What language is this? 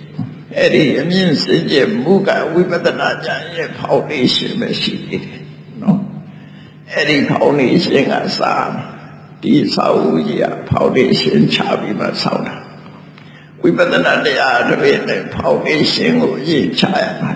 Burmese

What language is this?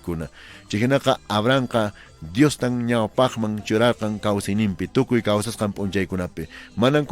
Quechua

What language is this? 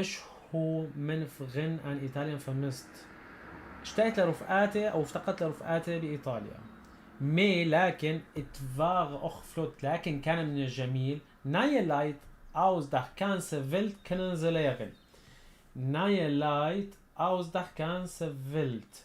North Levantine Arabic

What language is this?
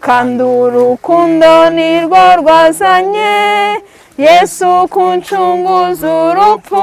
Kinyarwanda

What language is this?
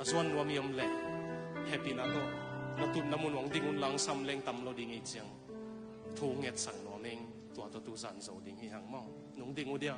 Tedim Chin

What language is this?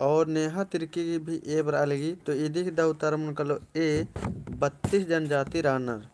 Kurukh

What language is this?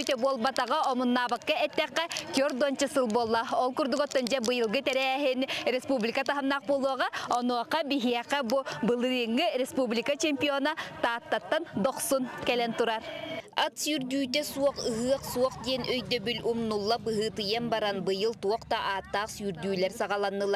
Yakut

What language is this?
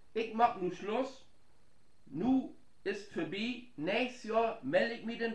Low German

